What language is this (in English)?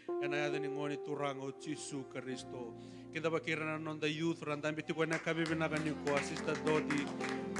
Fijian